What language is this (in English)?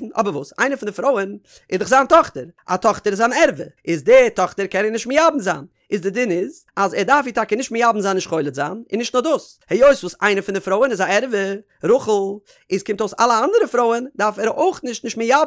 Yiddish